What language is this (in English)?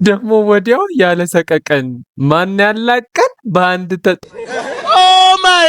Amharic